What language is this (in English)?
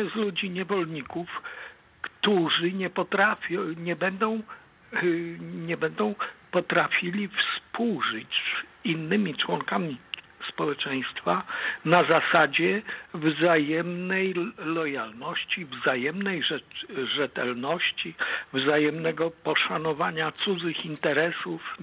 Polish